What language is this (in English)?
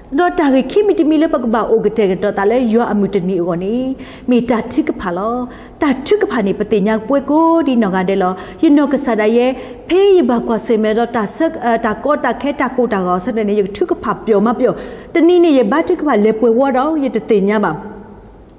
S'gaw Karen